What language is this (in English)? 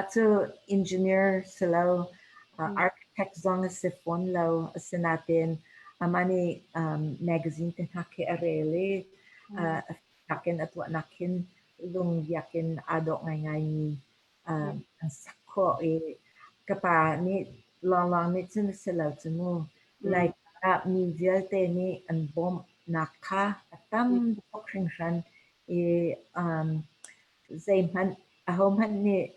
Hakha Chin